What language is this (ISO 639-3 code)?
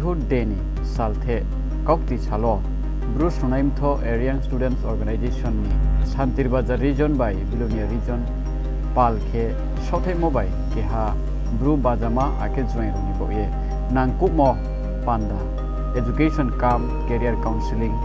ria